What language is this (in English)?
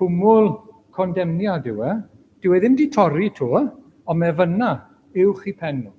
Welsh